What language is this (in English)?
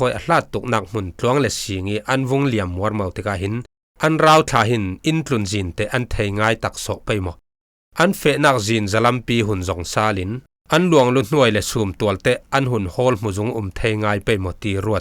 Falam Chin